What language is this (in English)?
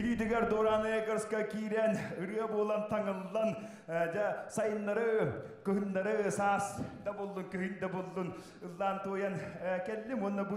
Yakut